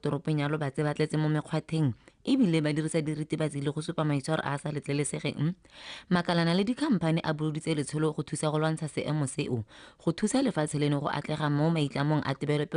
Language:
Tswana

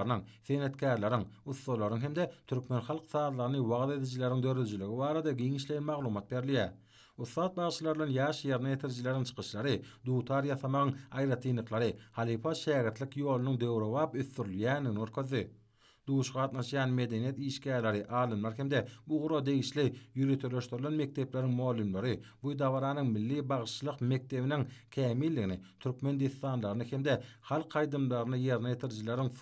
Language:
Turkmen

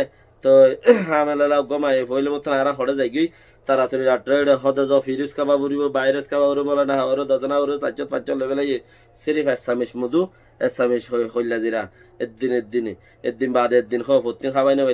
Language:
Rohingya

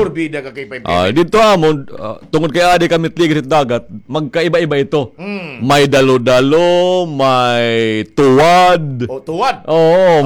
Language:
Waray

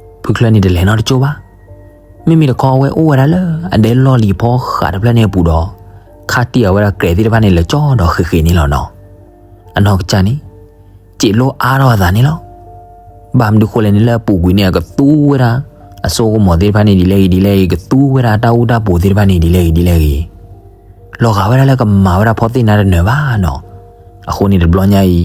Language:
S'gaw Karen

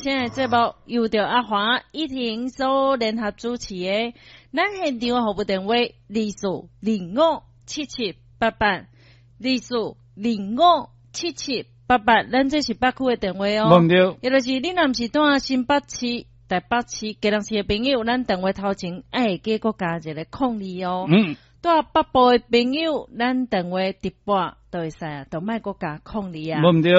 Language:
Min Nan Chinese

